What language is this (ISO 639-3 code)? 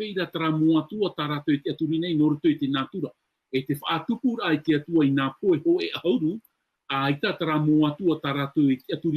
tah